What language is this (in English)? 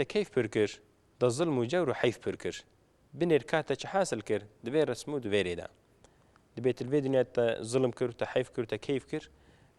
Kurdish